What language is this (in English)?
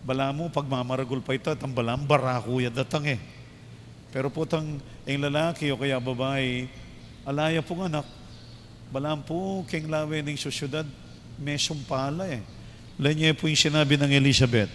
Pampanga